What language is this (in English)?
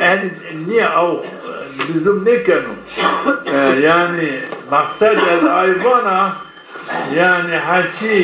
Zaza